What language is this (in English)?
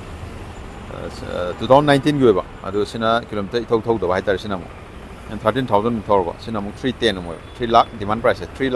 Manipuri